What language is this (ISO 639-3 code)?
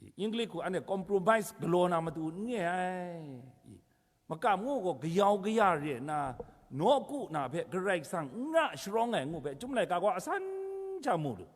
kac